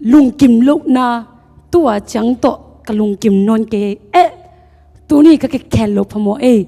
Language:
Tedim Chin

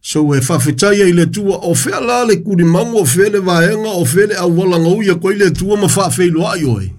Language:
Samoan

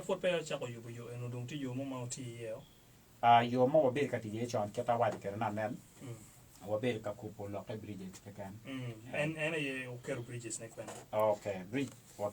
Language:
Acoli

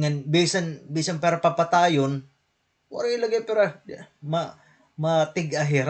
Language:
Waray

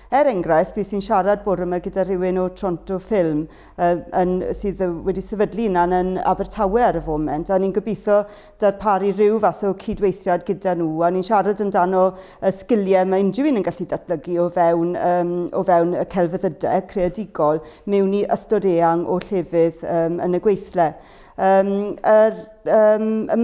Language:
Welsh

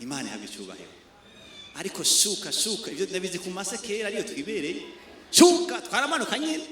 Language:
Rundi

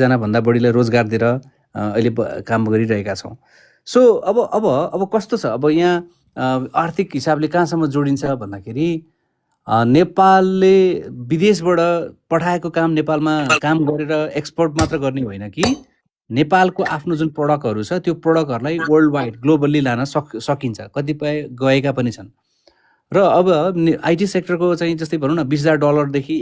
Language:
Nepali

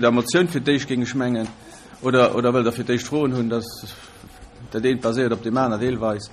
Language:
Luxembourgish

